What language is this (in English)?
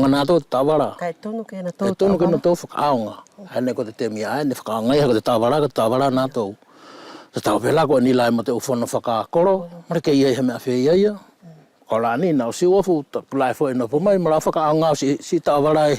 Wallisian